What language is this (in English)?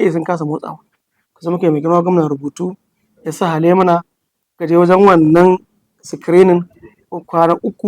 Hausa